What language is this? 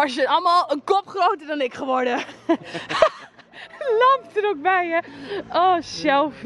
Dutch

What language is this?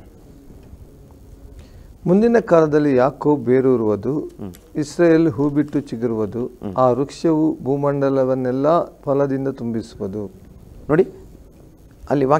Kannada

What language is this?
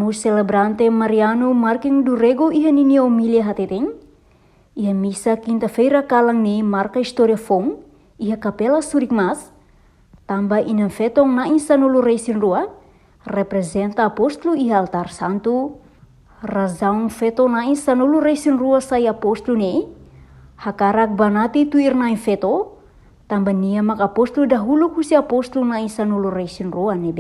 Tetum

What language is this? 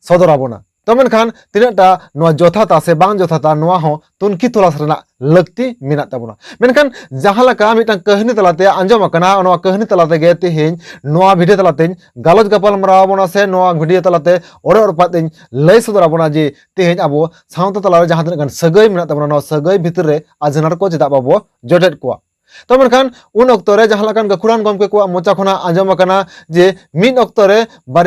Santali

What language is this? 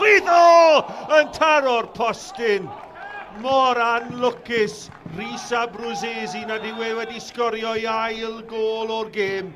Welsh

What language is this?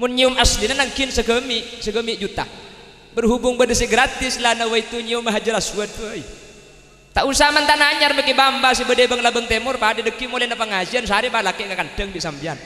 Madurese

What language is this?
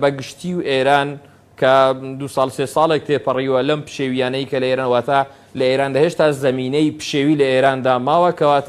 Central Kurdish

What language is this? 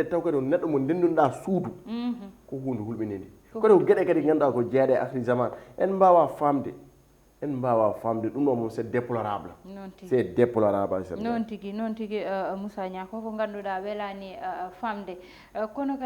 Fula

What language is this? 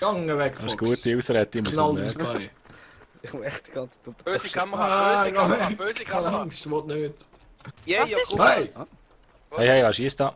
Swiss German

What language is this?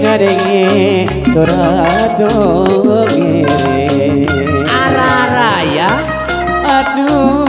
Sundanese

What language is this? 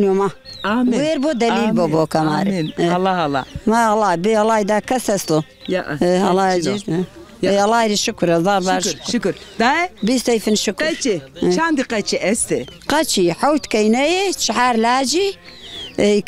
Zaza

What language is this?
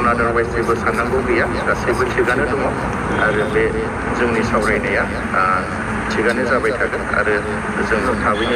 Bodo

